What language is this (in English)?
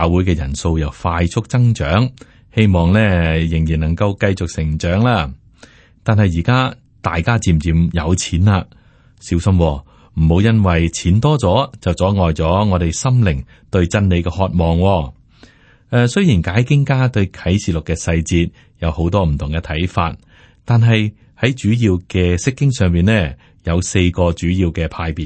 Cantonese